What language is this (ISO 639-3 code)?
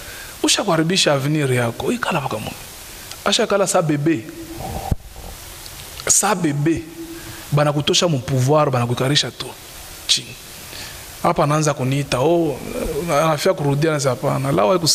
swa